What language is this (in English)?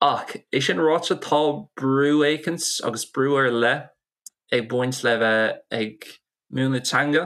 Irish